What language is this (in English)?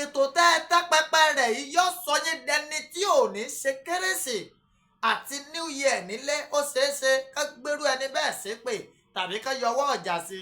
Yoruba